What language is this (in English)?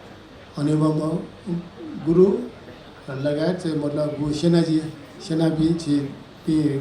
Newari